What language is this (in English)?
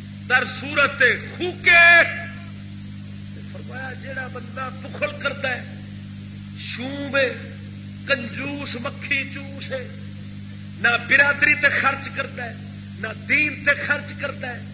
Saraiki